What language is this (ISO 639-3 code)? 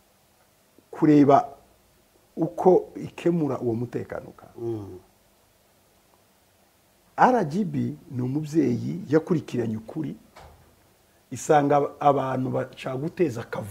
kin